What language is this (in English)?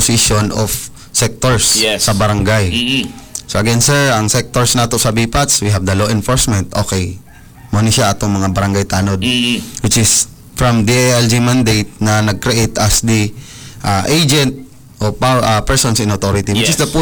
Cebuano